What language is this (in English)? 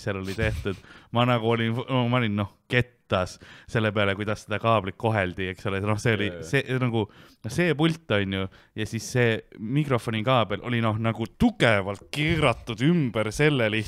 Estonian